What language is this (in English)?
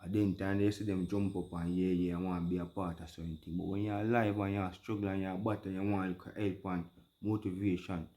Jamaican Creole English